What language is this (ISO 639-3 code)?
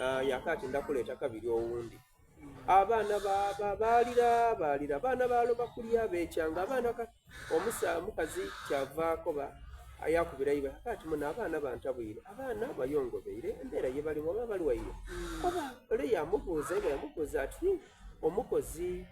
xog